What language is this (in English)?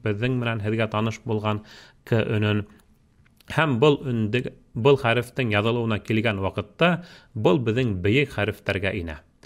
Bashkir